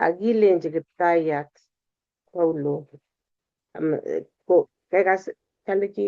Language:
Kalenjin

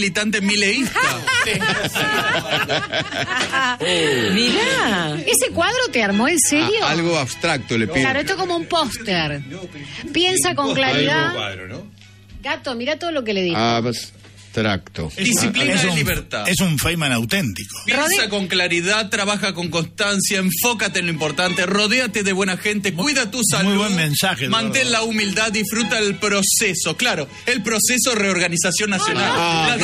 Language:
Spanish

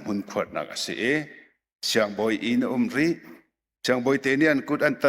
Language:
Hakha Chin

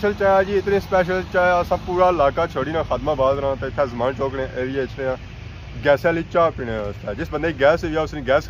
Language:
Pahari-Potwari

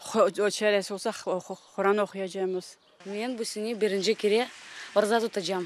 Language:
Crimean Tatar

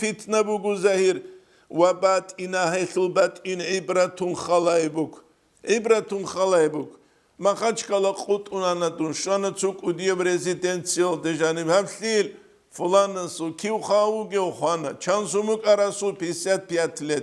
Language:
Avaric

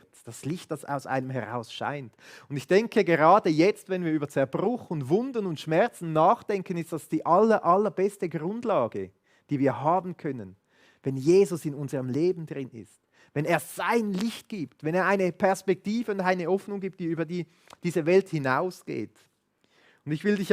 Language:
Swiss German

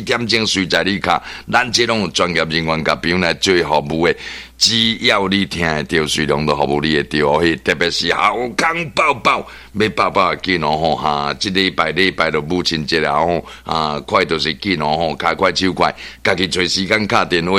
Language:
Min Nan Chinese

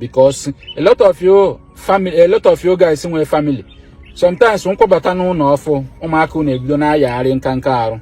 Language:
Igbo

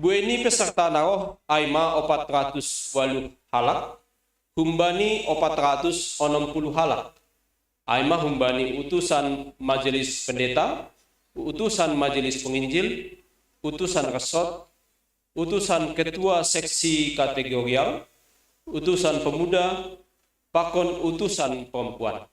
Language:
Batak Simalungun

